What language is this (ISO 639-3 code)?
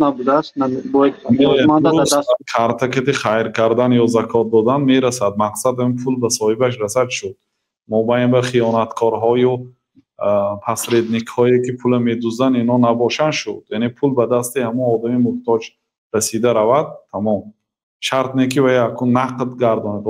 tgk